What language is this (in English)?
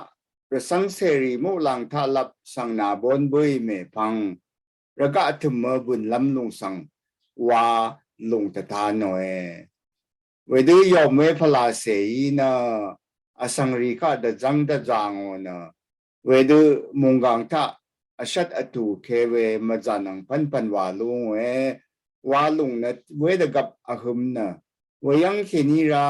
Rawang